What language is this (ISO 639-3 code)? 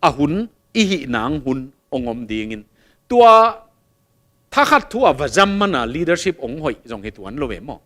ctd